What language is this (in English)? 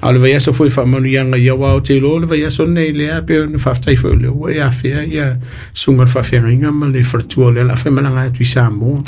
Samoan